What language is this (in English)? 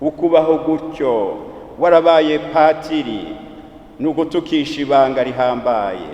Rundi